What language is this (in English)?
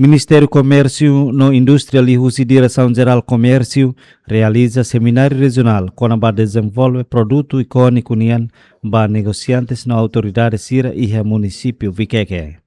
Tetum